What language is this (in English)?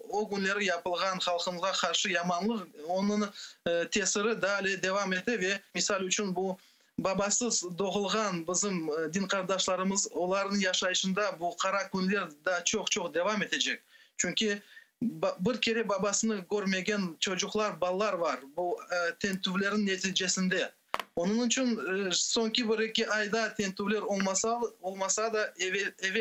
Crimean Tatar